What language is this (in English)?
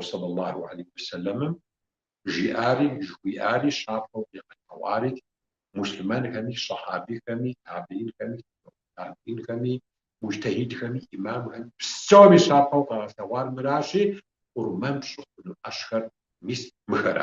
Kabardian